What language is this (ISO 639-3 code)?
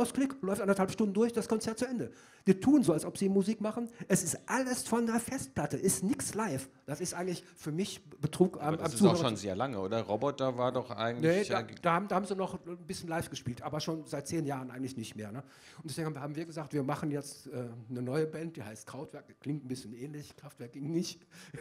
deu